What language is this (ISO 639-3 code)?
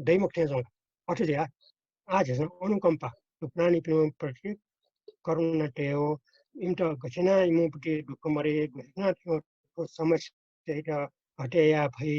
new